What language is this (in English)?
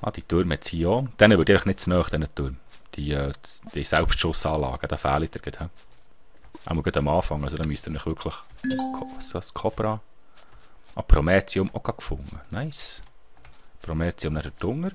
Swiss German